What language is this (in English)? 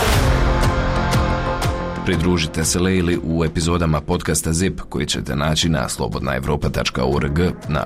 Bosnian